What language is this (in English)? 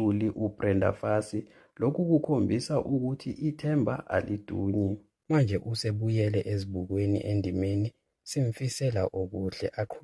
Zulu